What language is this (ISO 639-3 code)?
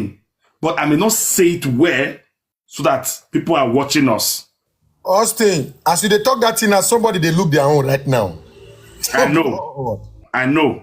pcm